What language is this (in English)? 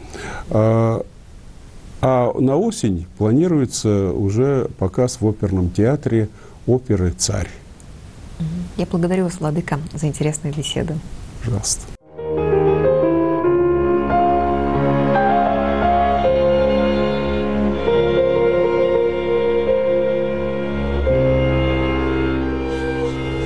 Russian